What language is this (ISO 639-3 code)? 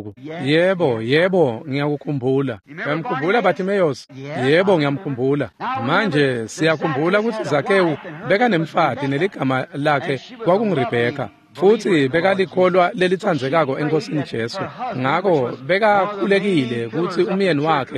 ssw